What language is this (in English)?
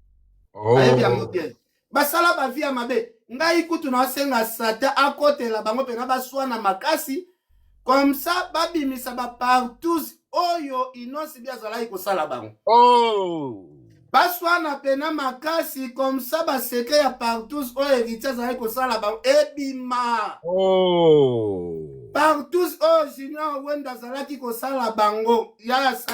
Lingala